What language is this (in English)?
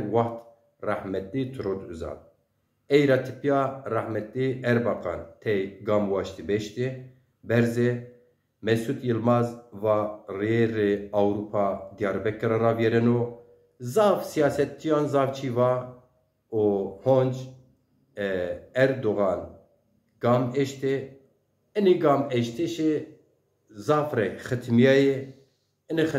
Zaza